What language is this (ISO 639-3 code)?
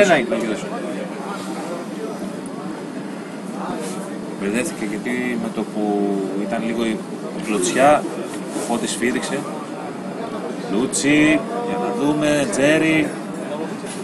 ell